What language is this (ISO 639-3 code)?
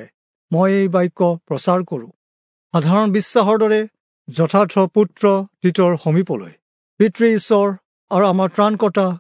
asm